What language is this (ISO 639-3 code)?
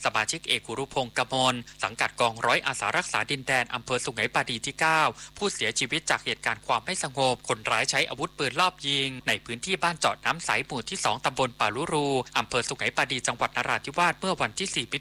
tha